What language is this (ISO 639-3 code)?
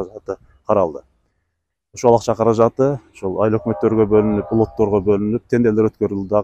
kir